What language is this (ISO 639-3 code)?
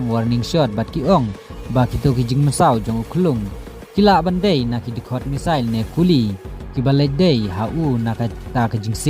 kha